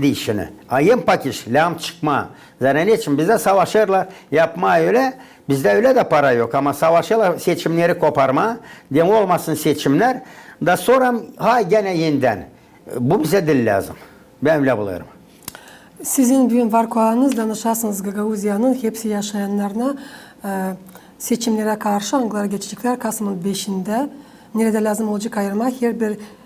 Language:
Gagauz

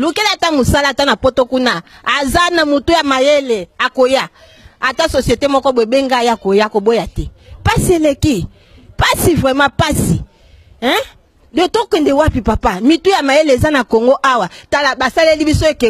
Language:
Lingala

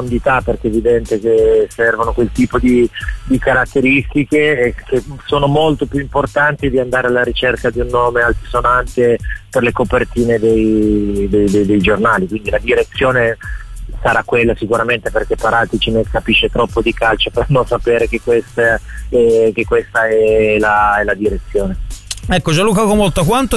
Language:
Italian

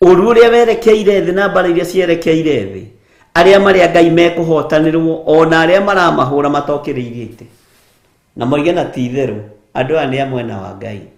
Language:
Kikuyu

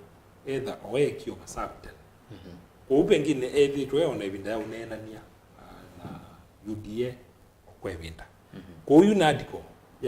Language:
Kamba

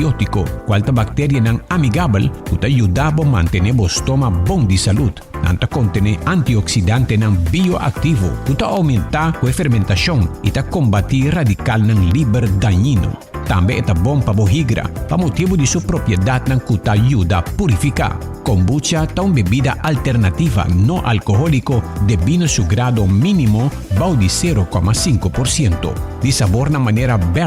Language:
Papiamento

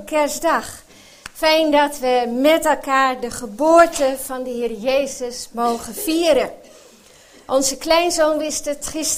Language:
Dutch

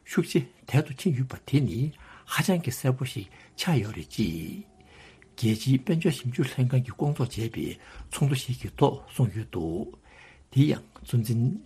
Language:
Tibetan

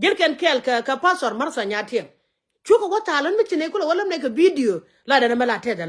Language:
Nuer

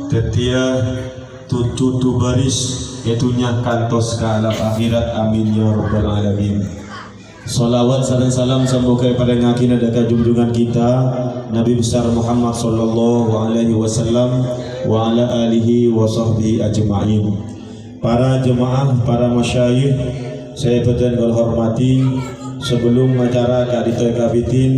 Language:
Madurese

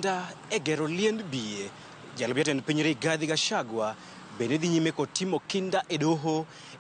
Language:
Luo (Kenya and Tanzania)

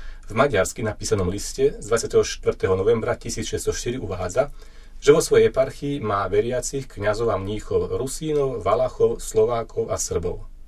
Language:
Slovak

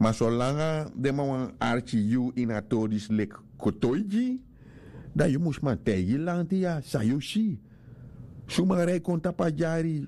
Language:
Sranan Tongo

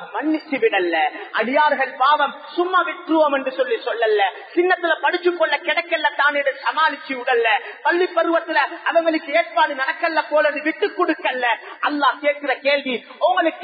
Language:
Tamil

